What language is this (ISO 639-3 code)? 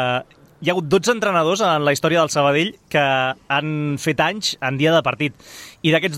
cat